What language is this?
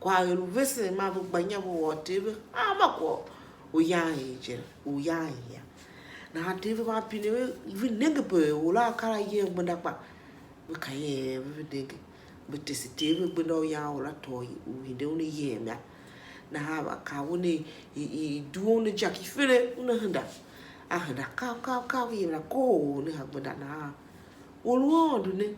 Tiv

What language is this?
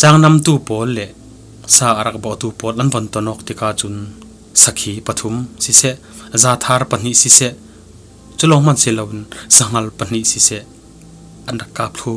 Falam Chin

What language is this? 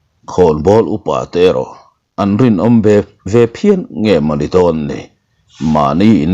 Mizo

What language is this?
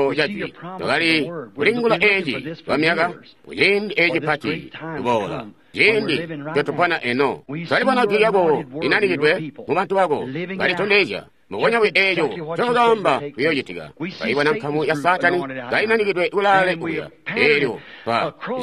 Tonga (Zambia)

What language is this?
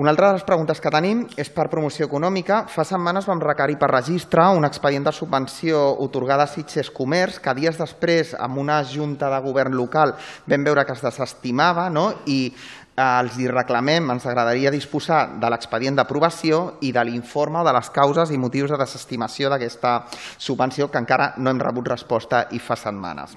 Catalan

